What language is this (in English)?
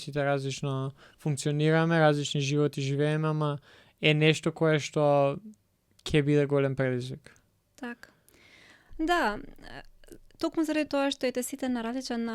Macedonian